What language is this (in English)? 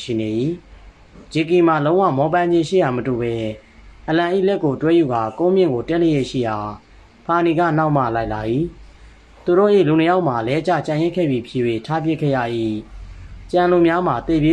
Burmese